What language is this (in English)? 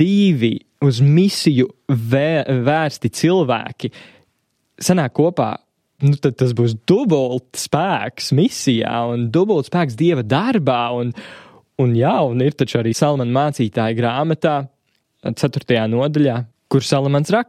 Latvian